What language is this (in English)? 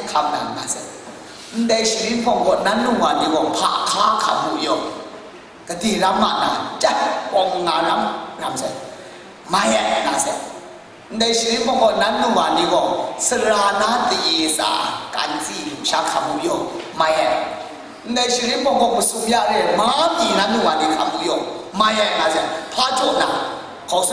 Kachin